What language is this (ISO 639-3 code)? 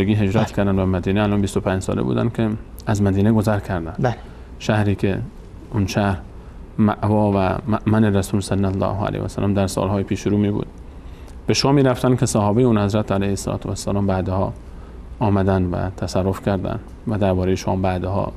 fas